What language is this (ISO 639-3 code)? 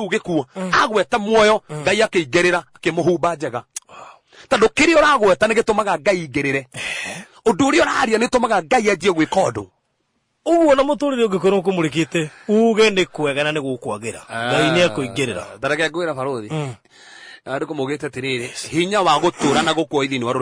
kik